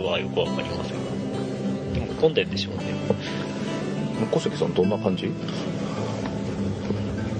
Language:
Japanese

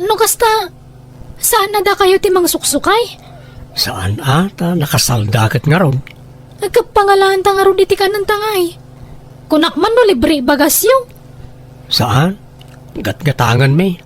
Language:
Iloko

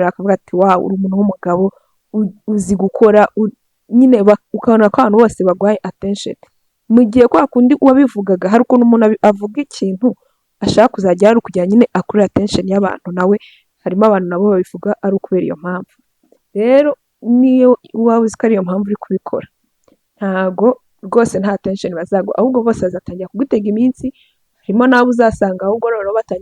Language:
Kinyarwanda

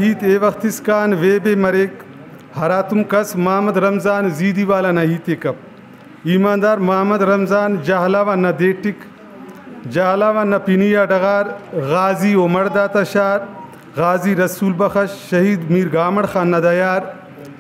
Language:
Brahui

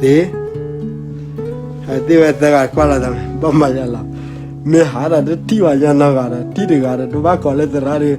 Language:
S'gaw Karen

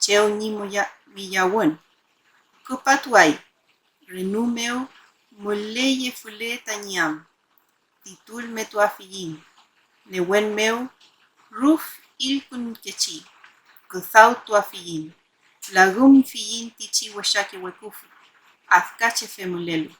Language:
Mapuche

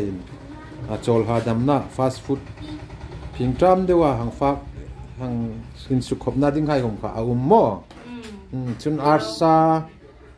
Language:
Hmar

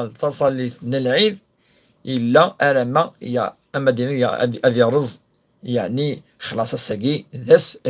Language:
Kabyle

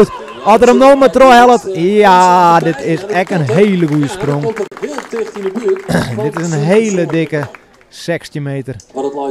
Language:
Western Frisian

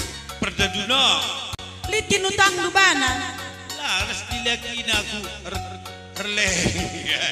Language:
Batak Karo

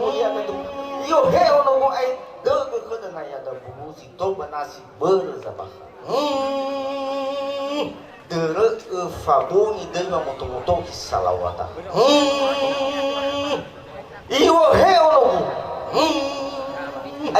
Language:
Nias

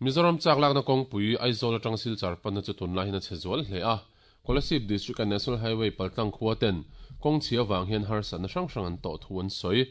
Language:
Mizo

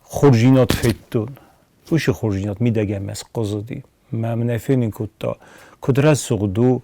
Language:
Ossetic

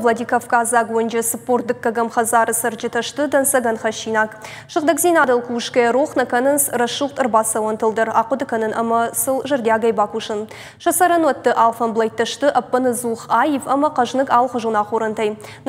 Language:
Ossetic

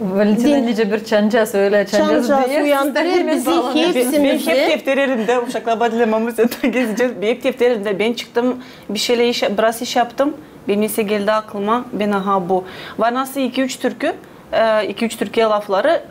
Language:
Gagauz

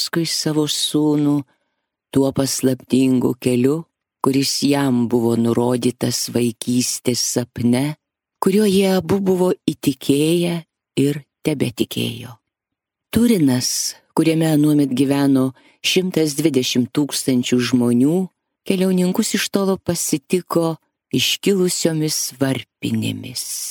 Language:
Lithuanian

